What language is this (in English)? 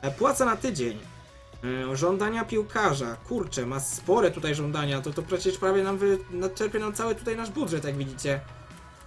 Polish